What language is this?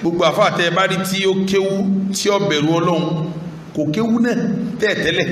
Yoruba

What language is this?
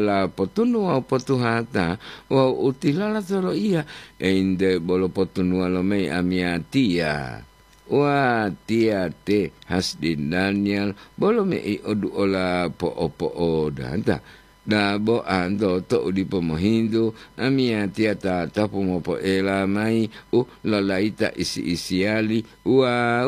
Gorontalo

